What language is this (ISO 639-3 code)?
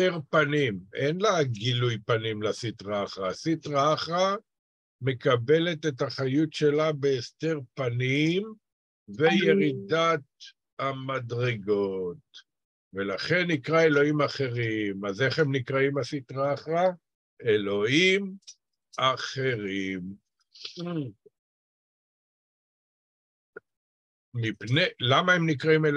heb